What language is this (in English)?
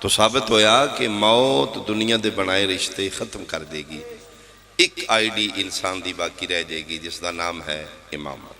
Pahari-Potwari